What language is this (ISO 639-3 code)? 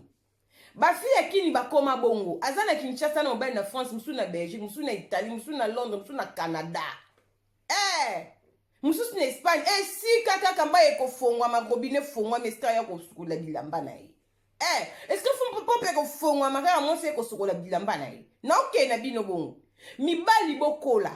lin